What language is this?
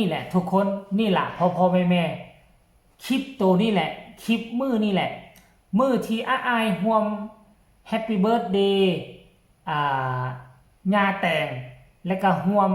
Northeastern Thai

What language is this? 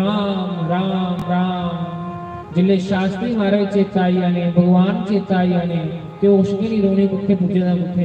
Dogri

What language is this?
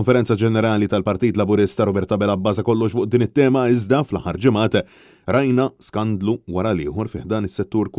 Maltese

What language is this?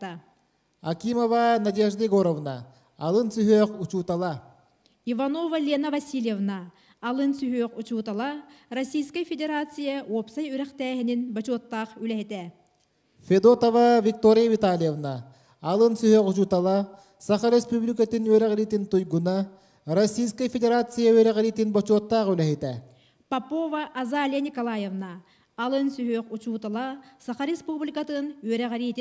Yakut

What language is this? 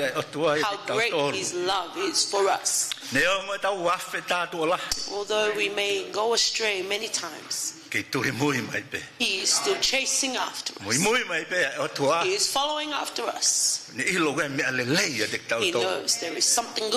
Tongan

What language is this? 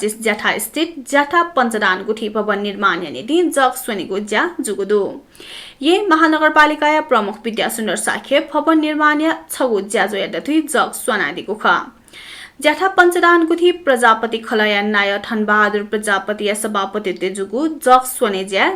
Newari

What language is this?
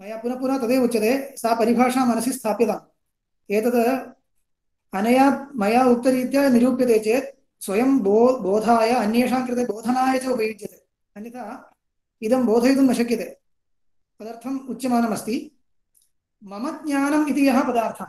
Sanskrit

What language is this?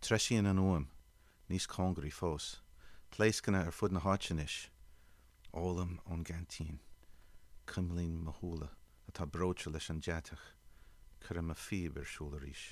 Irish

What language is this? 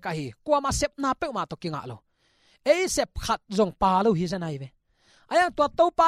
Tedim Chin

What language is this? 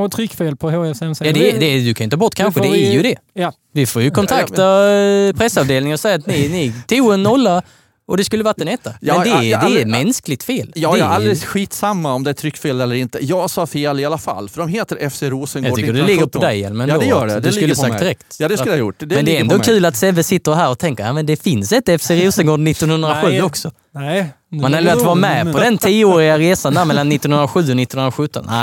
Swedish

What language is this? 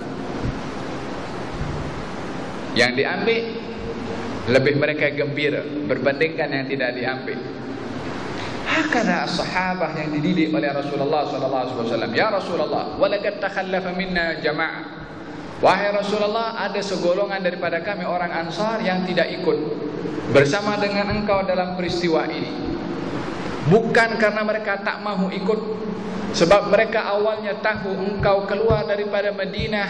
Malay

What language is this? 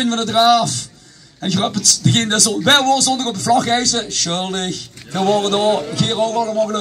Limburgish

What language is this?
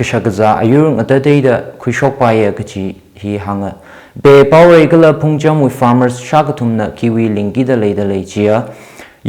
Tangkhul Naga (India)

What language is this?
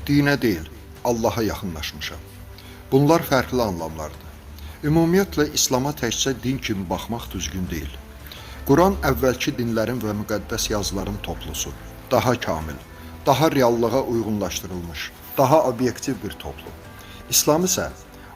Azerbaijani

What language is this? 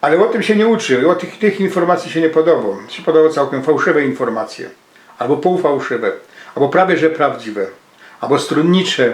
Silesian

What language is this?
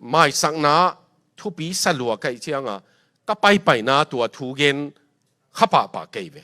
Tedim Chin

